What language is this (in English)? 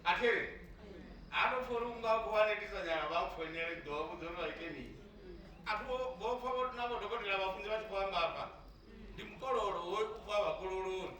Venda